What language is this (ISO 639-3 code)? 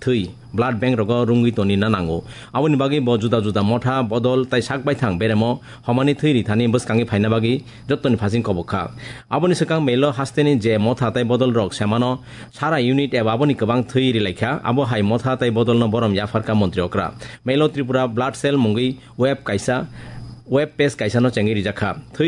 trp